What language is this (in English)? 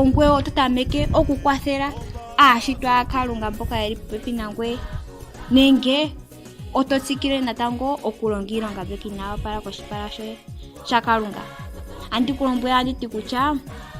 Ndonga